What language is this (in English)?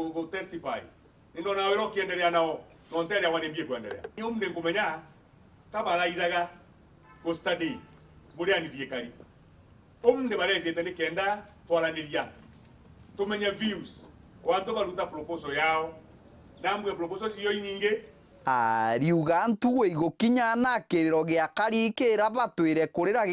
Meru